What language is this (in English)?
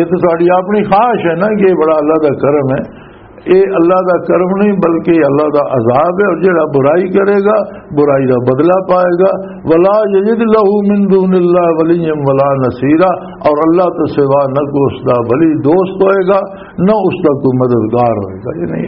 Western Panjabi